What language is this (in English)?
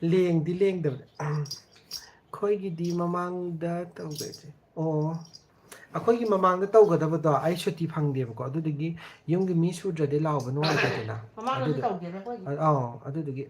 Manipuri